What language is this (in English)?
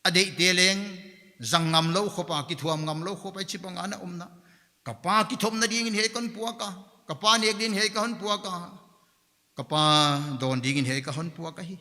Paite Chin